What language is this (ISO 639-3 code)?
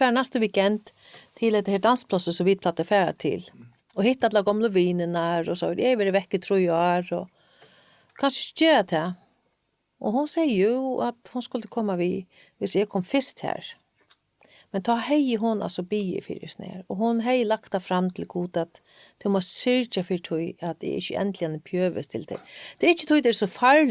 fao